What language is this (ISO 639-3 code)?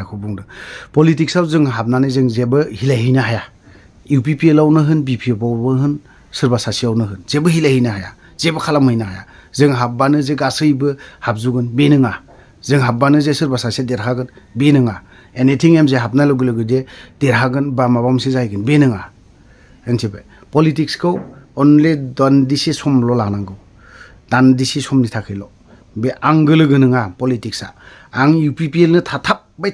brx